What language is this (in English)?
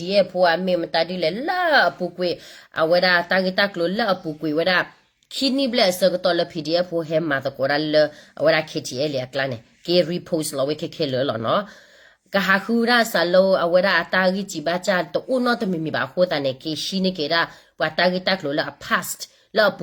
S'gaw Karen